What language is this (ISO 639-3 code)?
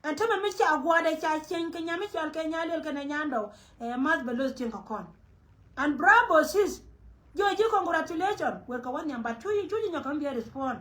nus